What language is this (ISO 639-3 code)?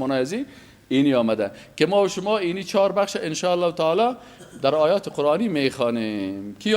fas